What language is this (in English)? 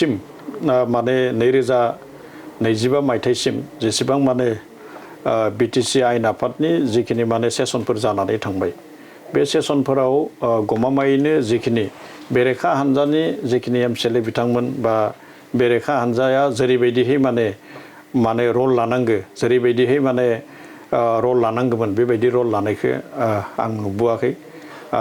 Bodo